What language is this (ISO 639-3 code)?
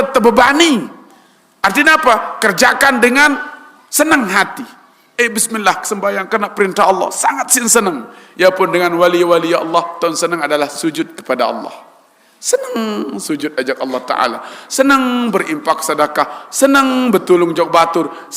sas